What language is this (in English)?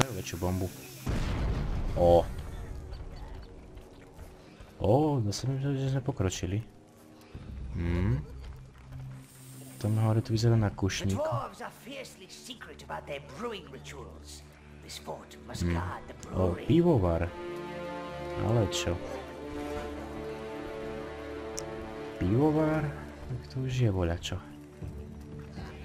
Slovak